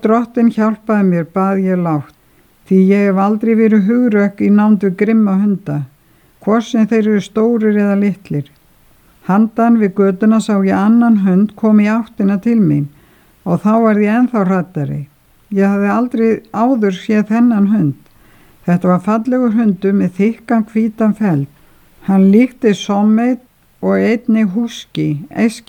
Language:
Icelandic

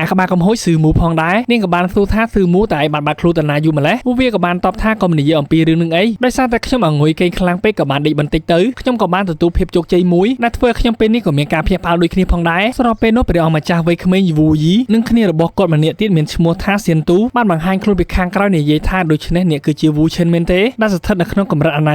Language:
Khmer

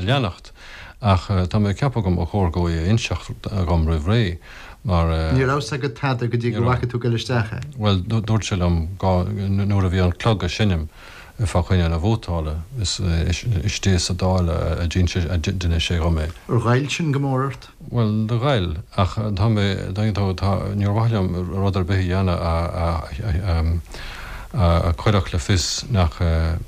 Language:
Irish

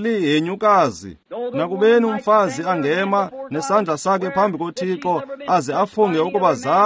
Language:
Xhosa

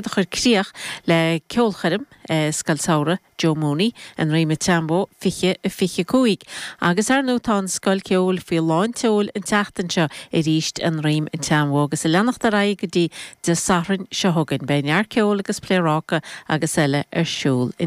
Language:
Irish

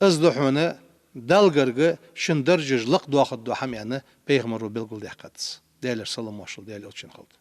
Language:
Ingush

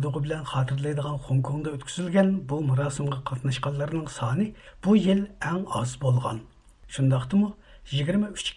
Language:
Uyghur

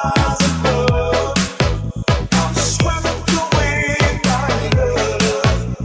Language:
Hiligaynon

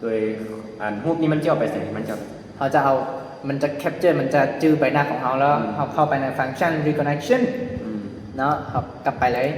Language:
Lao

